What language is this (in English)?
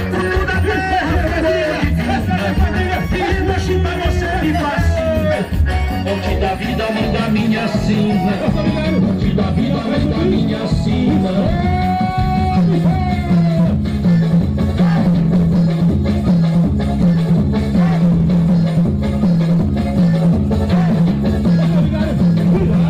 Portuguese